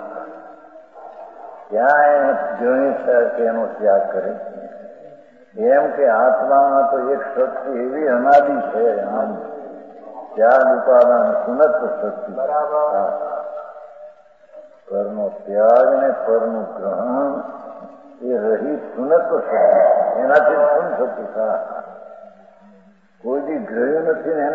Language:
Gujarati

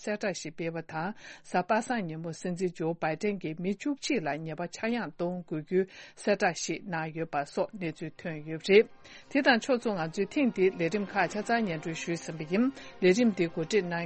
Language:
Tibetan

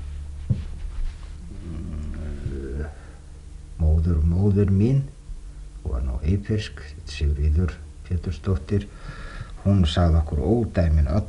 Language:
Icelandic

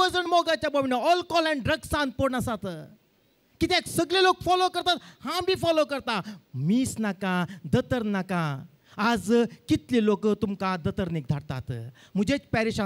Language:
Konkani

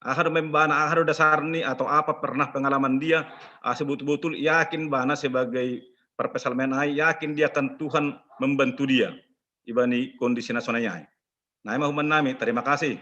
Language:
Batak Simalungun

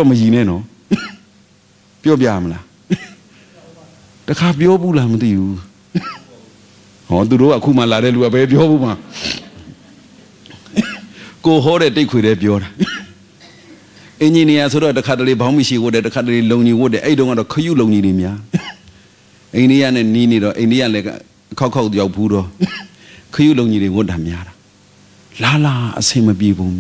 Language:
Burmese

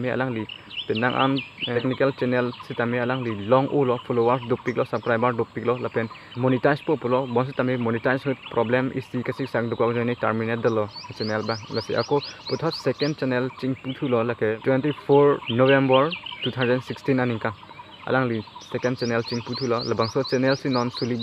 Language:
Karbi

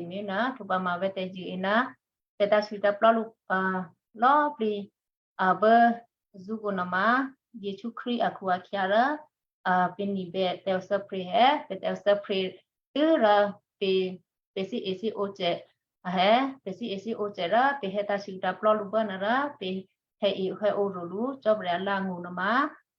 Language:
Western Kayah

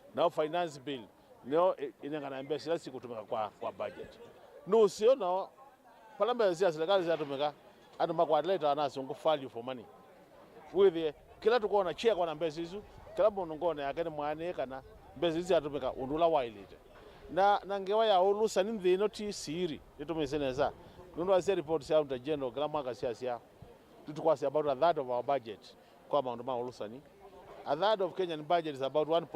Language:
Kamba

